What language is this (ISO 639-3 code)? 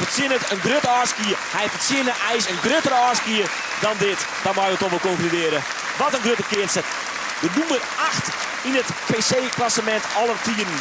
fry